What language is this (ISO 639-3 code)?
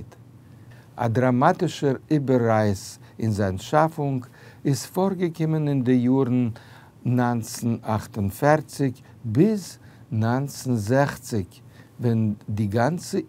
yid